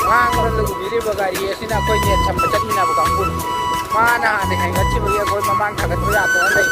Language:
Manipuri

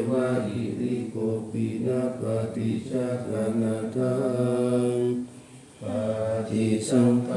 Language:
Pali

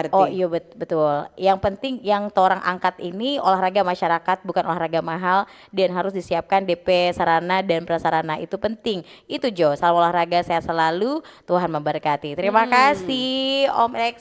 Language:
Manado Malay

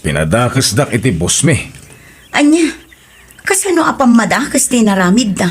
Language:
Iloko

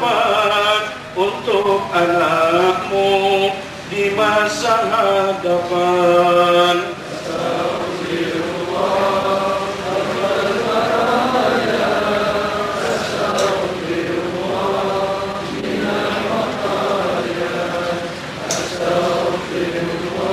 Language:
Malay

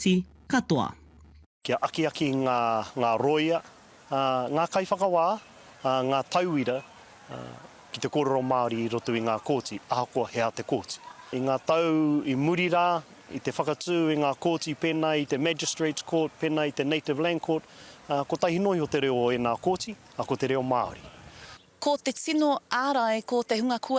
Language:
Māori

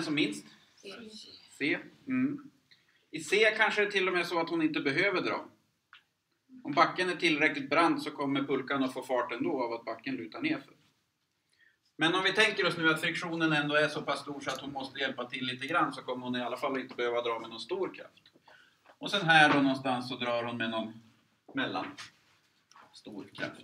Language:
Swedish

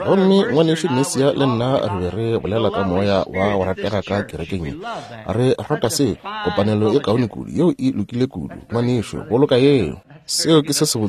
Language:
Northern Sotho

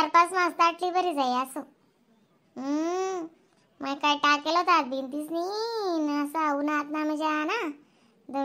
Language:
Khandesi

